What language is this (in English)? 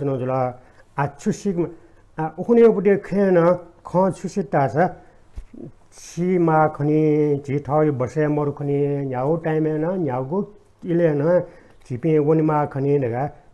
Newari